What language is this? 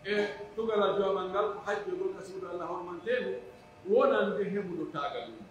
Pular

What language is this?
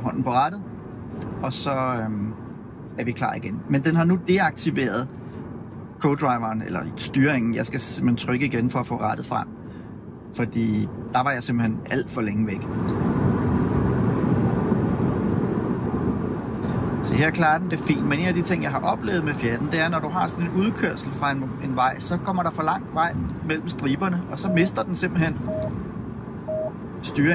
Danish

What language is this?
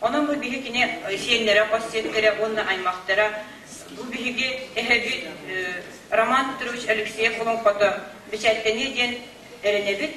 Yakut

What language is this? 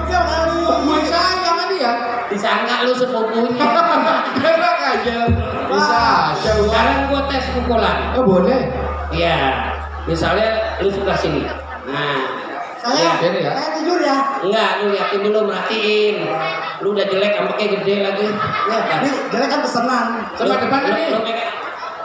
Betawi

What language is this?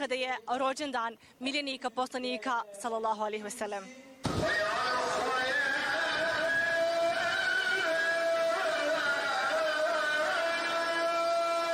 Bosnian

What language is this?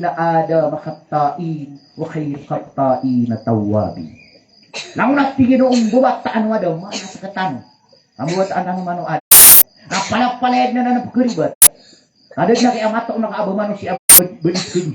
Maranao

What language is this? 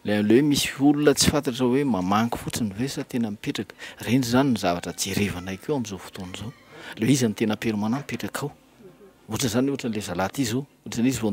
Malagasy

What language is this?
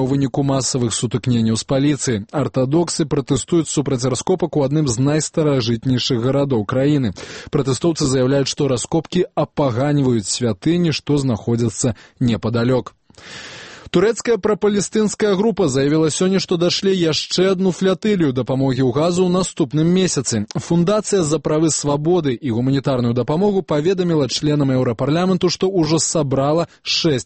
Belarusian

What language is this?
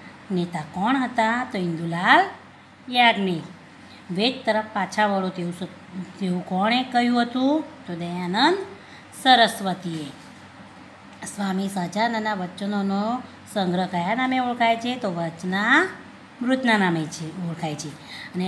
Gujarati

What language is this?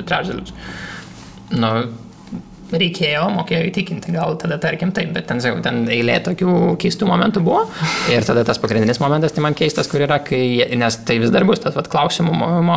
Lithuanian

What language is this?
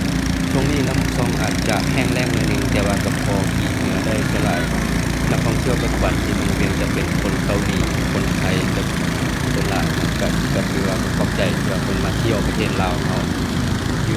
Lao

